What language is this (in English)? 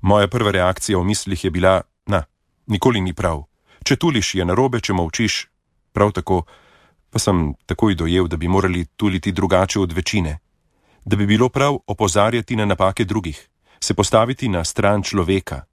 Slovenian